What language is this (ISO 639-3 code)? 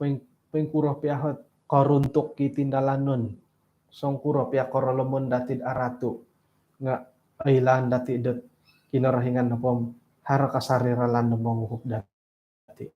dtp